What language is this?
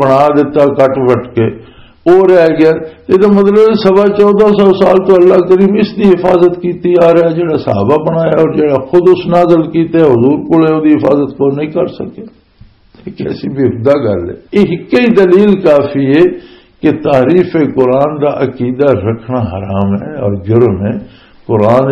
Western Panjabi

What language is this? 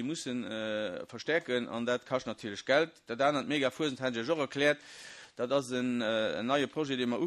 Luxembourgish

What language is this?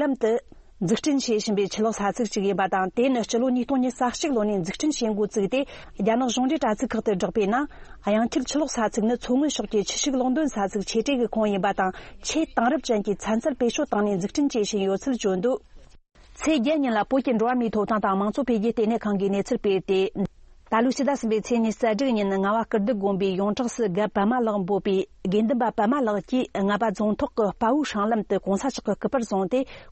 Tibetan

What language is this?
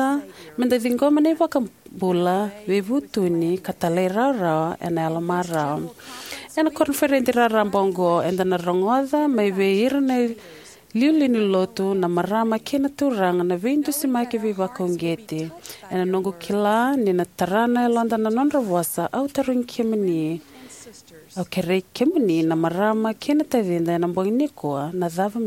Fijian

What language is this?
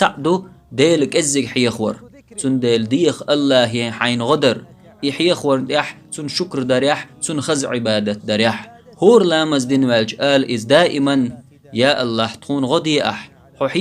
Chechen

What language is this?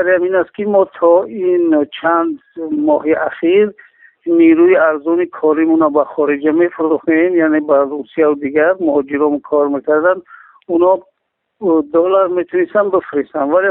Tajik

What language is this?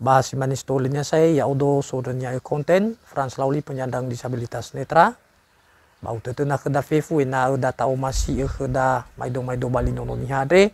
Nias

